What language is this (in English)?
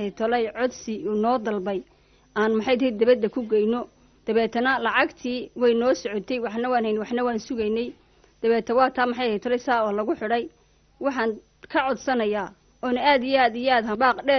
Somali